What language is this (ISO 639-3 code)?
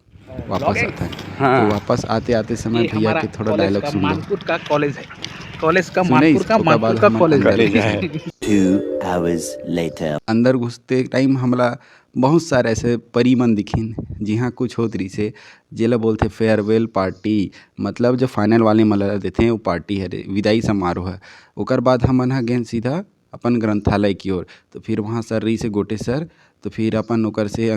hne